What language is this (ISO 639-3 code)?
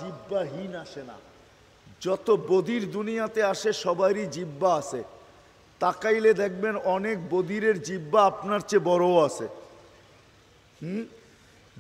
ben